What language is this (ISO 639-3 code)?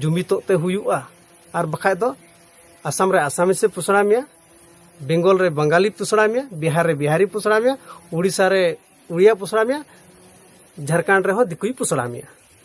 sat